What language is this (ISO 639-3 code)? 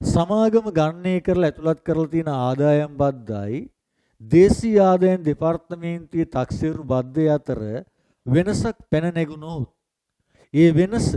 sin